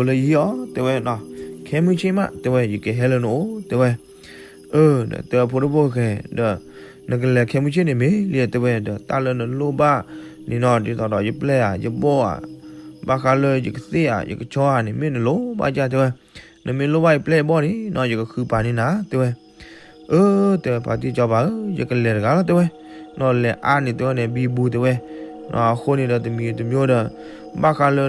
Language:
S'gaw Karen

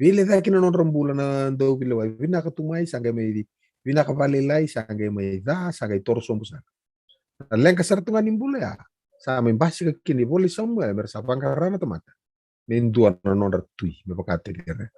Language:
Fijian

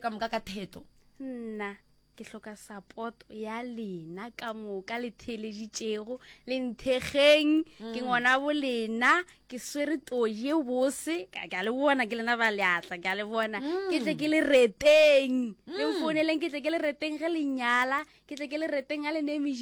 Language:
Northern Sotho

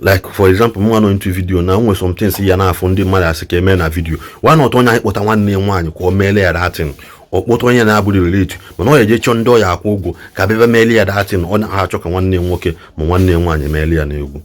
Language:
Igbo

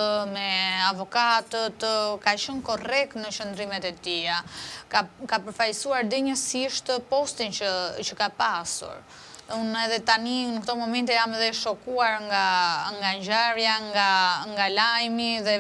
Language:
Albanian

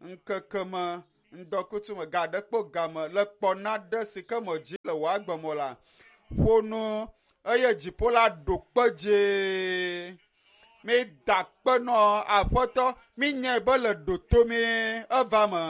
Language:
Ewe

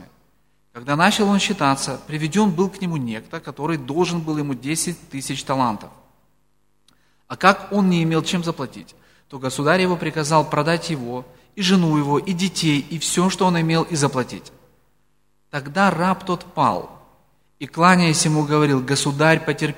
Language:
Russian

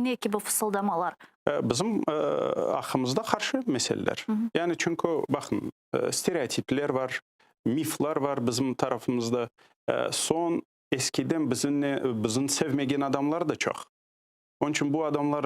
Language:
Crimean Tatar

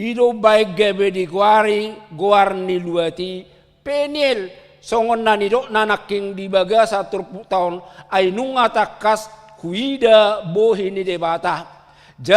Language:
Batak Toba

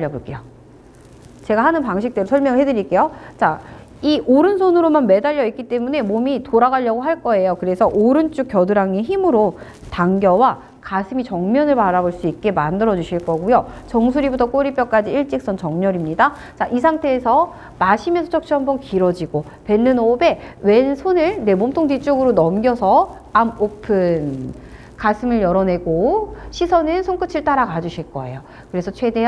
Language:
Korean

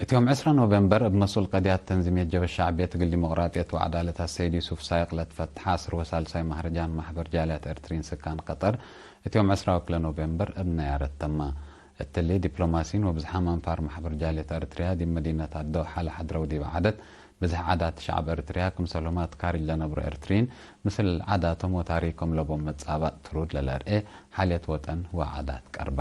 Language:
Tigre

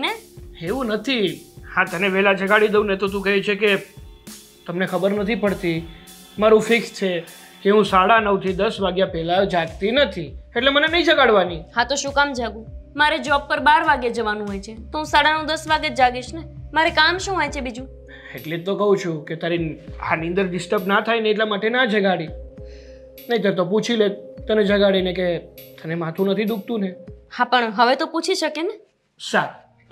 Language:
Gujarati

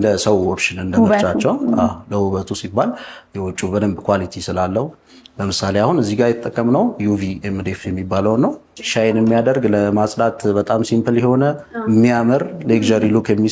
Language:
Amharic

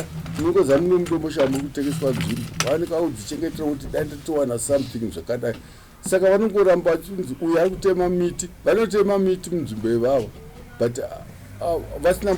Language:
Shona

